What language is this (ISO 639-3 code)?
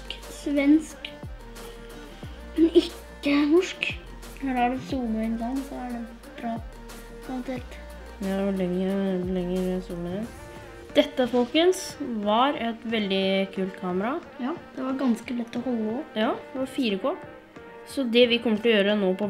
nor